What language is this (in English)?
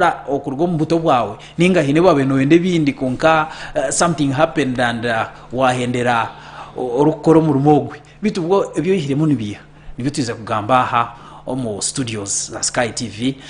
Nyankole